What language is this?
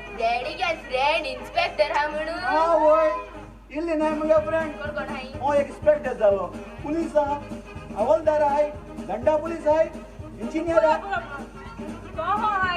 Konkani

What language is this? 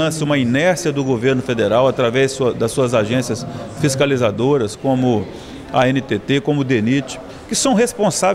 Portuguese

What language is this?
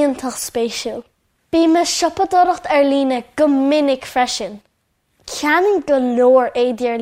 Irish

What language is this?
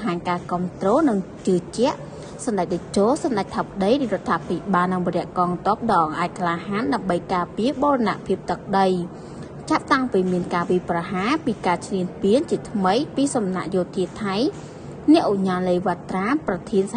Khmer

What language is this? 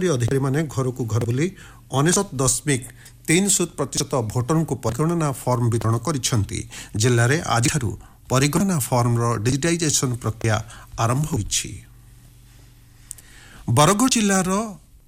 Odia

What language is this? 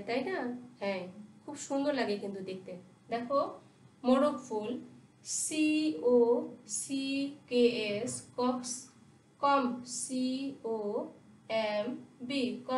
Bangla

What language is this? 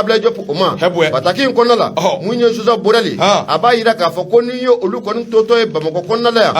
Bambara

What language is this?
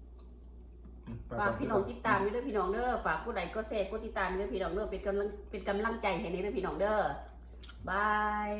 Lao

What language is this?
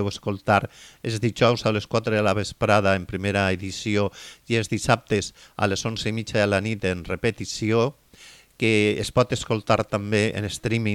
Catalan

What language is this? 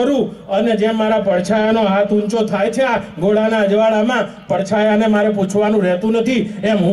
Gujarati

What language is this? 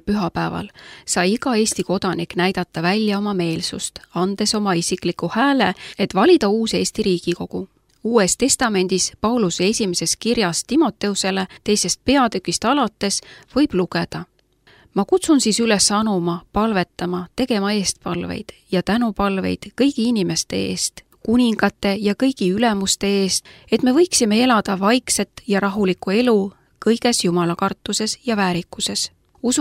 Estonian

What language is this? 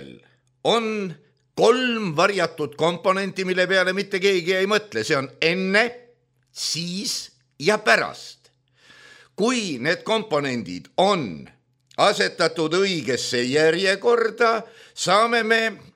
Estonian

